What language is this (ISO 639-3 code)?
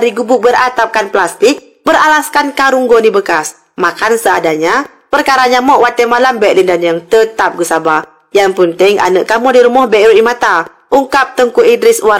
ace